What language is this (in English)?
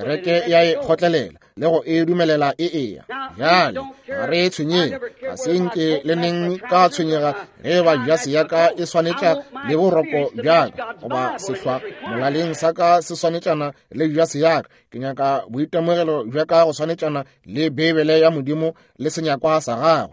Northern Sotho